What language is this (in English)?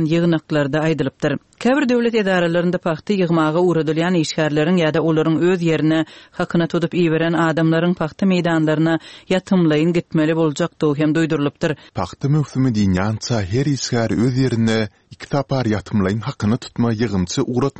Turkmen